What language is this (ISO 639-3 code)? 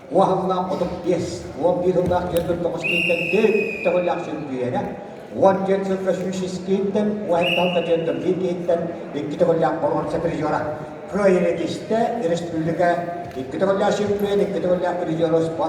sah